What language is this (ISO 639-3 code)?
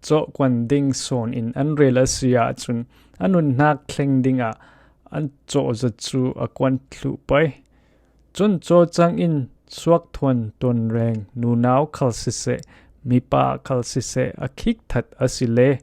cfm